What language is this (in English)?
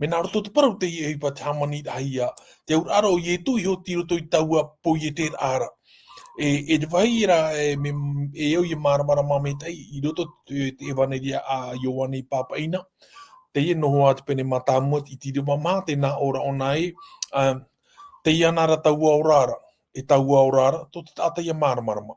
Tahitian